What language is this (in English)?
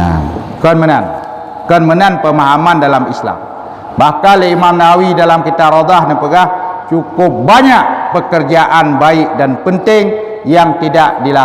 Achinese